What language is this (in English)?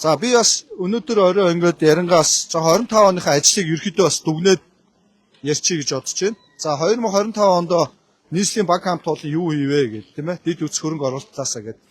Mongolian